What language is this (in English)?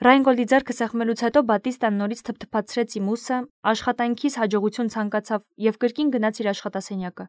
Armenian